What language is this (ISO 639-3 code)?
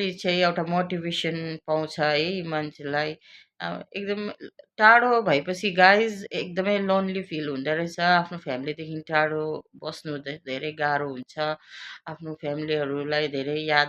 nep